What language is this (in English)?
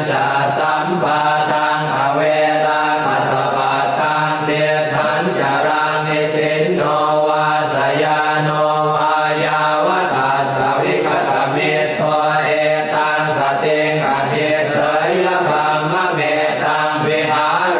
Pali